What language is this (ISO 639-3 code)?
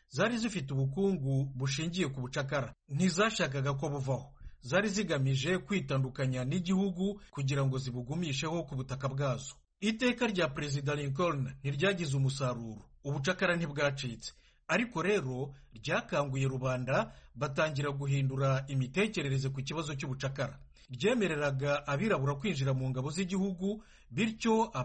kin